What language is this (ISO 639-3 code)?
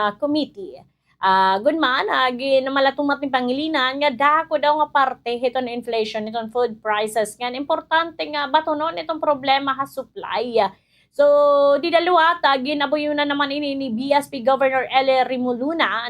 war